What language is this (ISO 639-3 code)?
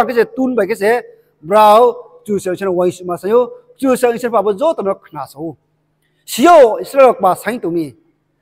ria